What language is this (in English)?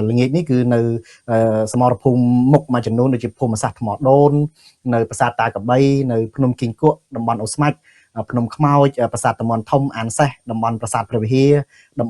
Khmer